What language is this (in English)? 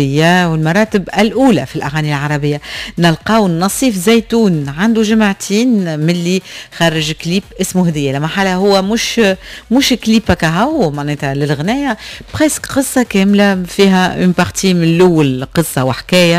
Tunisian Arabic